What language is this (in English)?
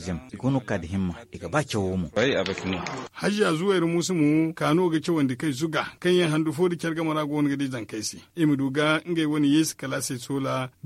Zarma